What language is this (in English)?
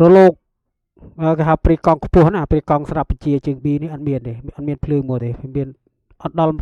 Khmer